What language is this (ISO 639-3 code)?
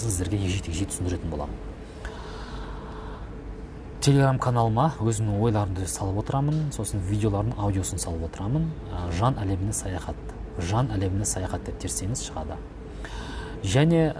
kaz